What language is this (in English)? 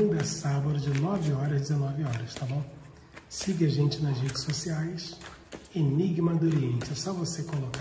Portuguese